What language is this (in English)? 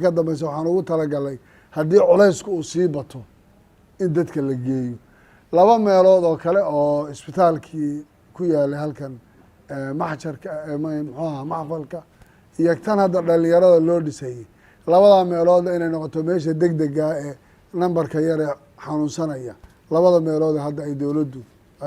Somali